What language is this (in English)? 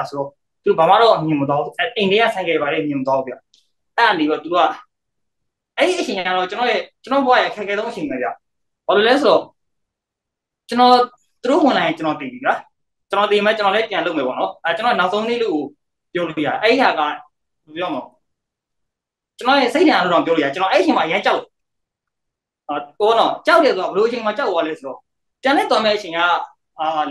Burmese